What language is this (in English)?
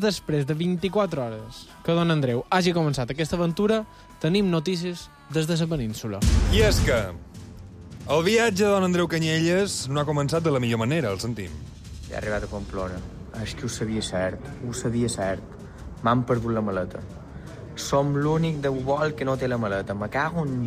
Catalan